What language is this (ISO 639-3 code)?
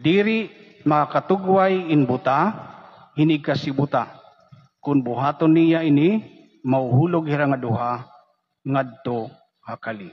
war